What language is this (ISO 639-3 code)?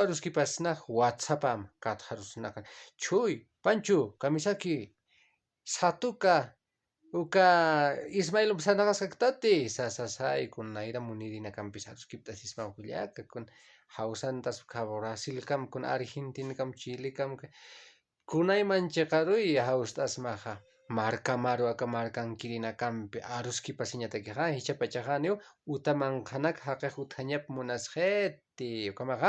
aym